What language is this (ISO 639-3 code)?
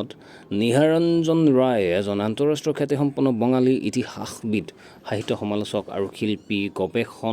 asm